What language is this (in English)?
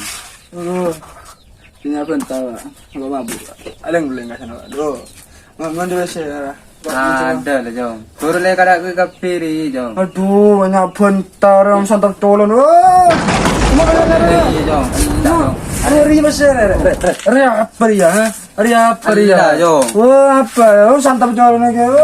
Madurese